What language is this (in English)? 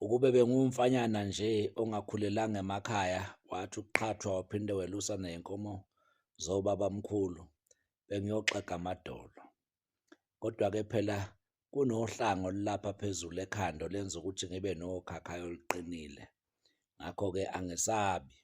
Zulu